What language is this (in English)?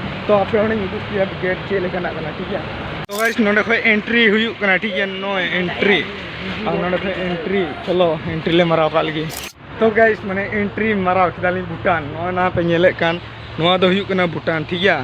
Santali